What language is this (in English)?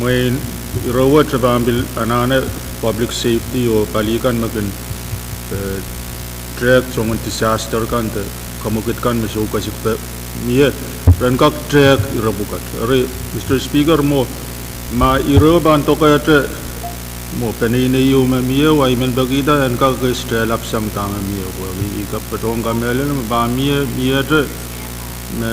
Pohnpeian